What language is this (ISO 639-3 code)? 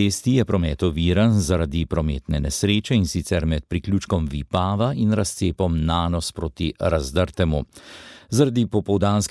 slv